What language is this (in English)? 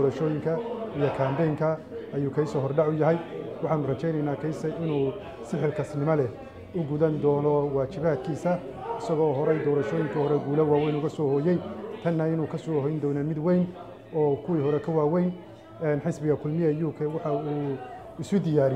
Somali